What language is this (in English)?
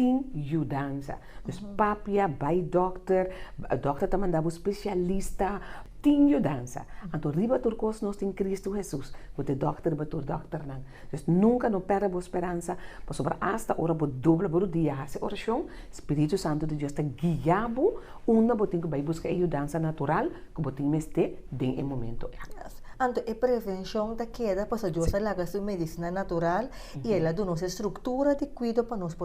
Papiamento